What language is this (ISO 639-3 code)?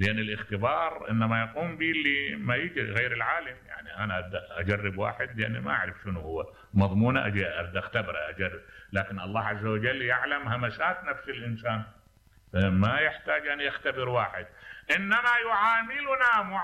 acm